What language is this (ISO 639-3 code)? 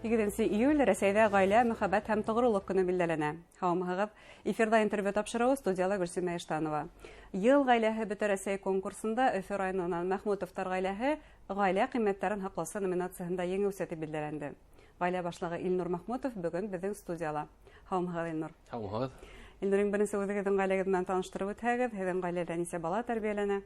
bak